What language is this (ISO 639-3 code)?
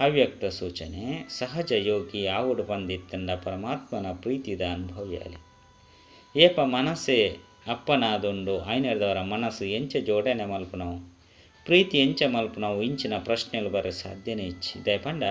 tcy